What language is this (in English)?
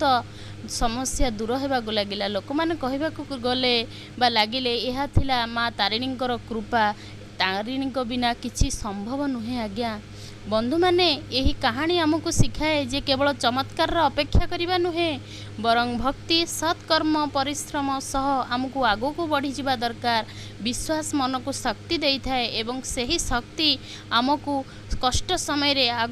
Odia